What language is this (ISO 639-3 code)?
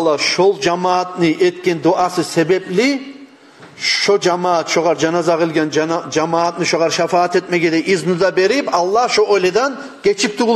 kum